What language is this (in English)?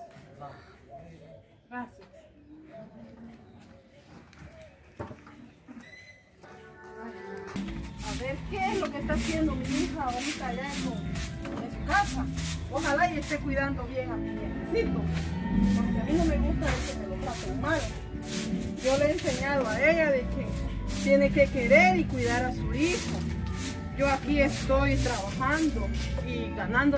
Spanish